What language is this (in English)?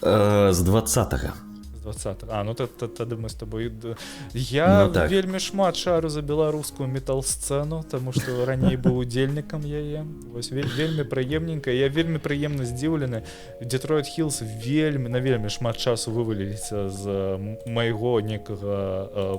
Belarusian